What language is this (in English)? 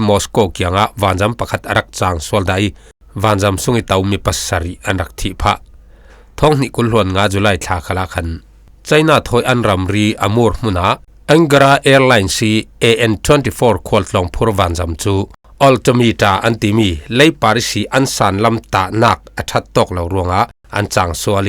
Falam Chin